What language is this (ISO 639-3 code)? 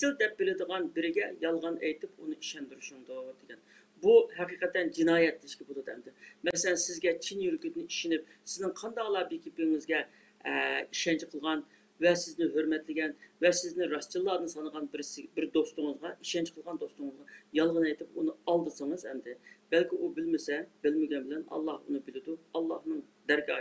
uig